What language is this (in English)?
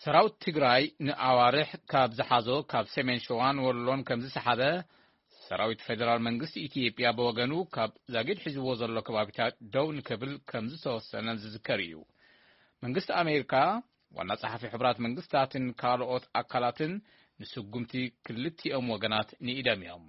Tigrinya